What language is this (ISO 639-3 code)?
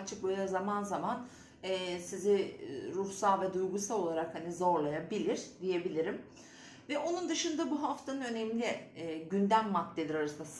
tur